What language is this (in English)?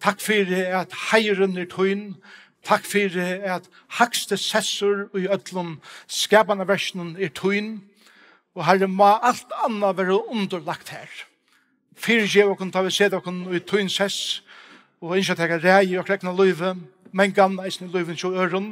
Faroese